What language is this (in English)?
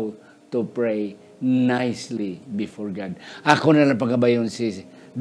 Hiligaynon